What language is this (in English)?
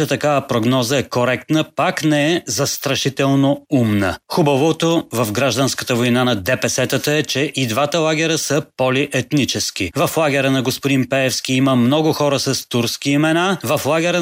Bulgarian